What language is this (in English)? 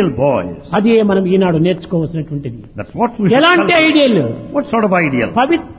Telugu